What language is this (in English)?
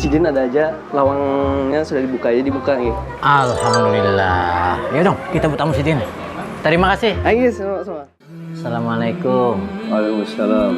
Banjar